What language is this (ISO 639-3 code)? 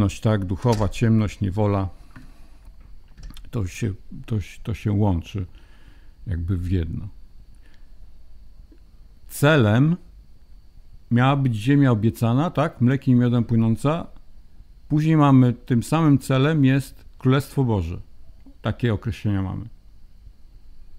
pol